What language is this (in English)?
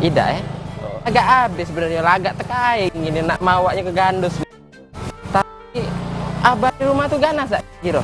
Musi